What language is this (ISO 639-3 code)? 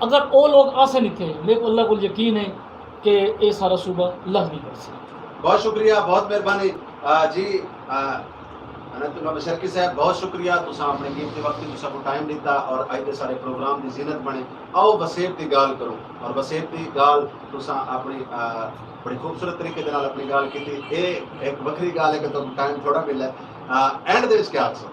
skr